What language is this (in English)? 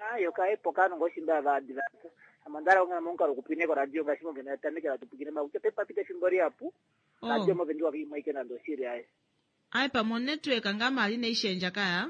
Kuanyama